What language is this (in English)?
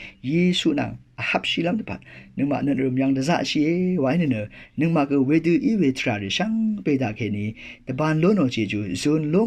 Rawang